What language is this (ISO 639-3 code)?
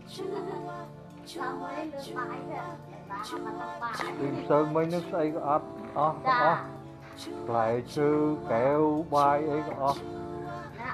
vie